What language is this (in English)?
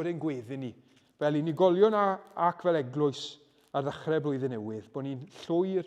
Welsh